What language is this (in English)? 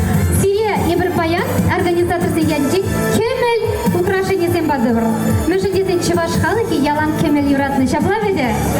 Chuvash